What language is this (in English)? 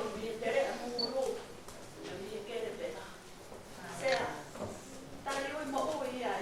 Tongan